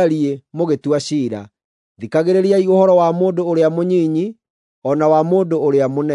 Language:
Kikuyu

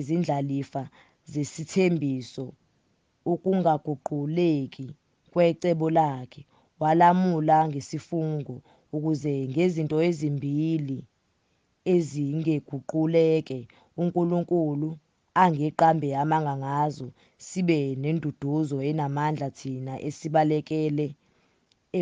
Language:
Zulu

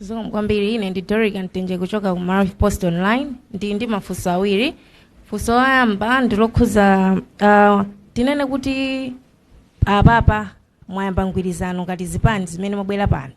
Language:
Nyanja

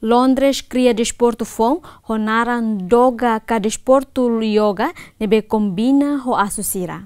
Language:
Tetum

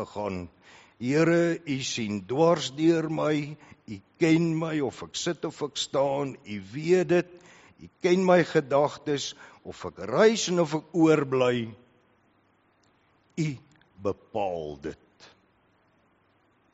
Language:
Afrikaans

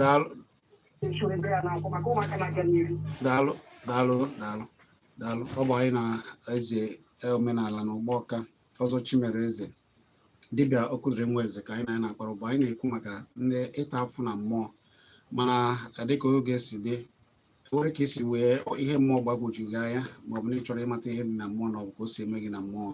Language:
Igbo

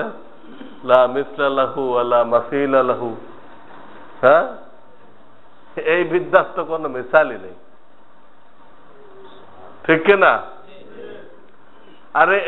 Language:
Bangla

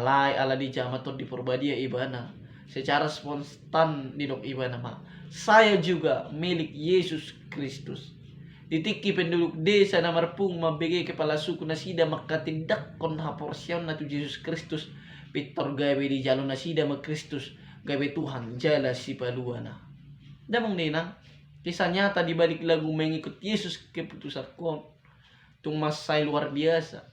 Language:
Batak Toba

